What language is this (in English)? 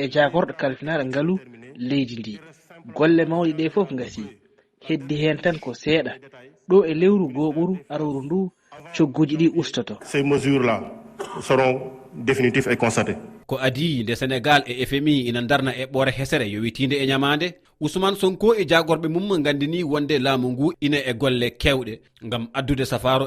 Fula